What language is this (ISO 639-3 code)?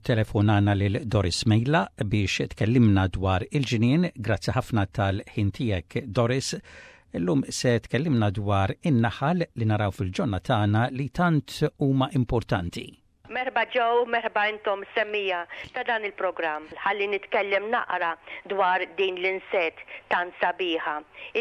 mlt